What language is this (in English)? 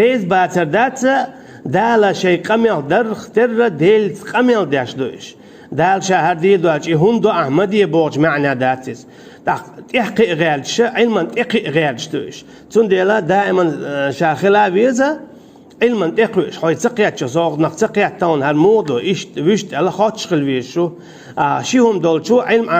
Chechen